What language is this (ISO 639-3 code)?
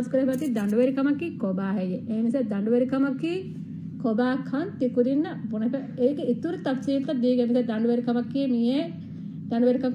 div